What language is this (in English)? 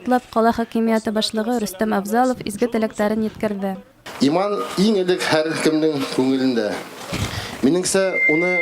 Bashkir